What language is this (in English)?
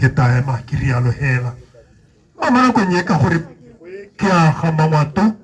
Tswana